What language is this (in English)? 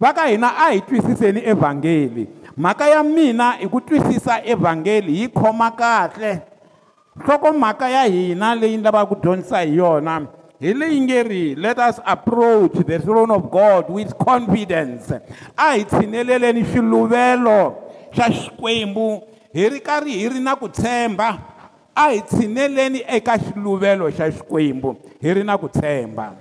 Tsonga